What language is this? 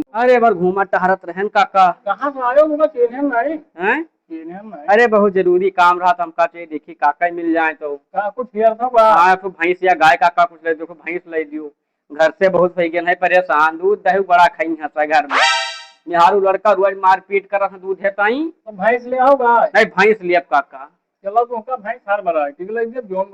Awadhi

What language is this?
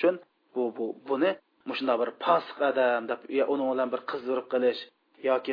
Uyghur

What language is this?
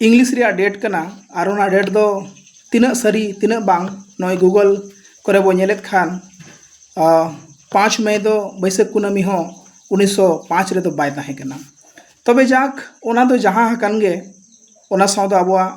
Santali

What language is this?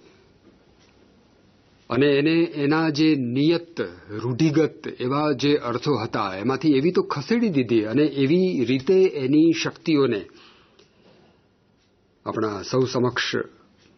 Gujarati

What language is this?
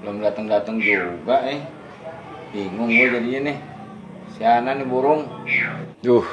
Betawi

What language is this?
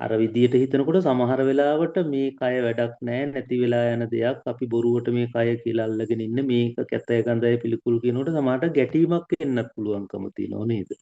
Sinhala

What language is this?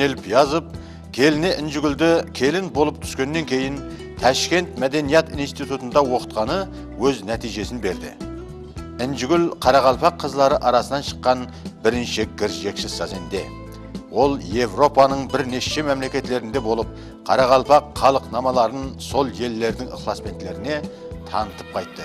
Kara-Kalpak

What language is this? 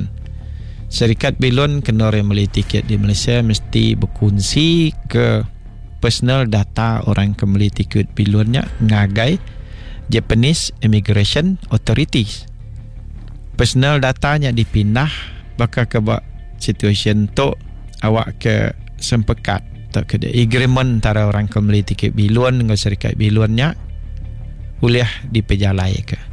Iban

